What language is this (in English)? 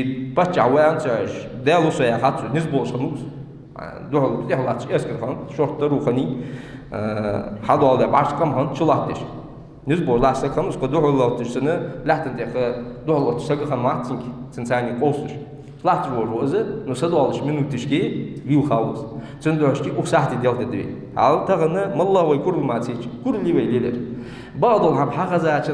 Ingush